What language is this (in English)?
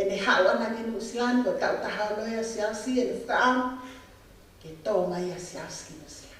Tongan